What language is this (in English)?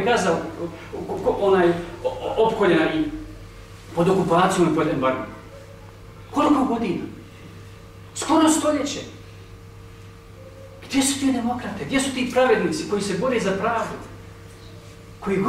Bosnian